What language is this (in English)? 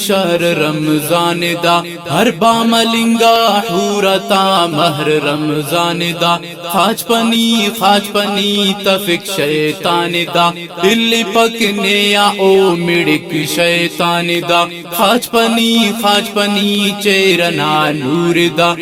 Brahui